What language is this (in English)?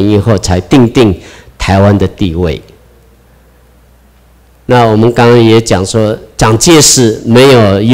Chinese